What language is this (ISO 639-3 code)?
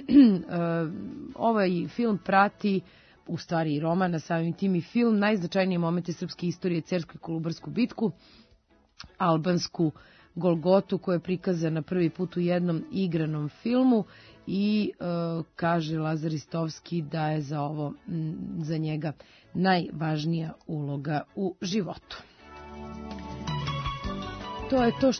srp